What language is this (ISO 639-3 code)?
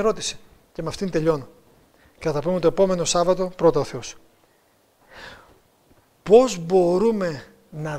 ell